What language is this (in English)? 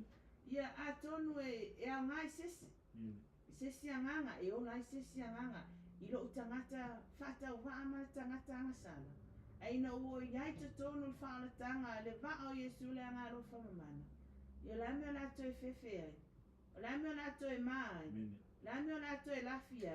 Samoan